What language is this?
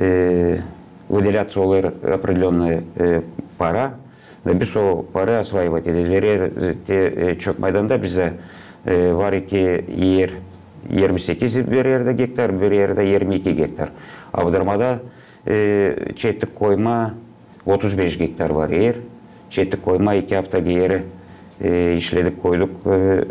Gagauz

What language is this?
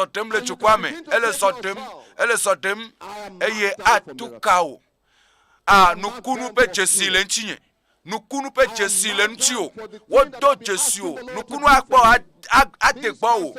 Ewe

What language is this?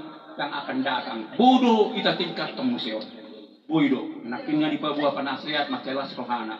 Batak Toba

